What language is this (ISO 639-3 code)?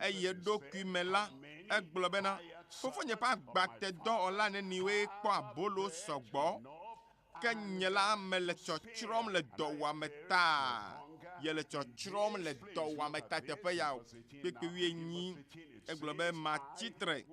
ewe